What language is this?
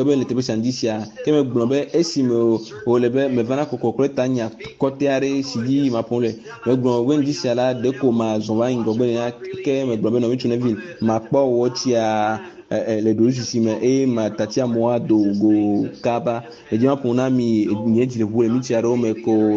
Ewe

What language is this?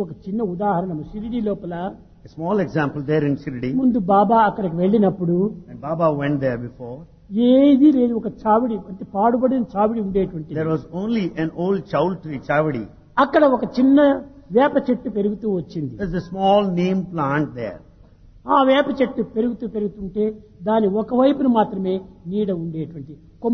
Telugu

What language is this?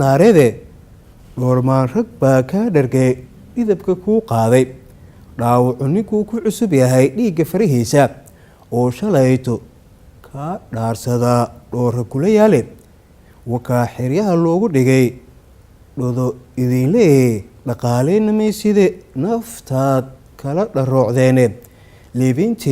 Somali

